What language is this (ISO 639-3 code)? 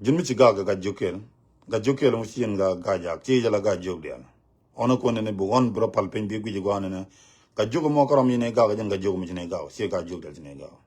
nus